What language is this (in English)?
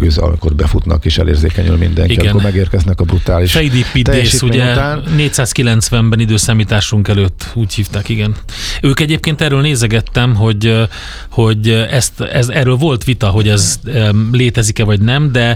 Hungarian